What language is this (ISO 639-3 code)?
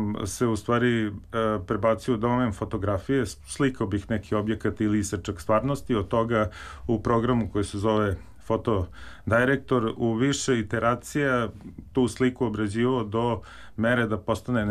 srp